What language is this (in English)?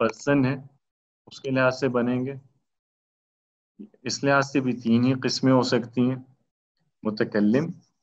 Urdu